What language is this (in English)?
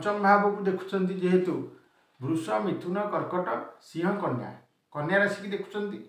Odia